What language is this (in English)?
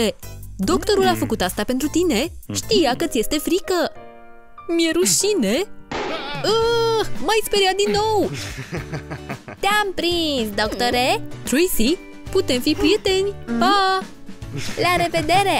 Romanian